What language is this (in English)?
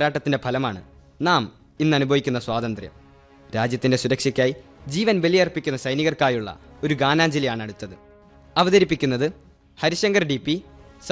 Malayalam